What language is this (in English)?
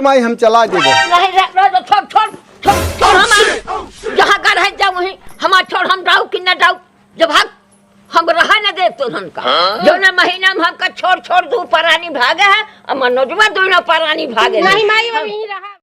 Awadhi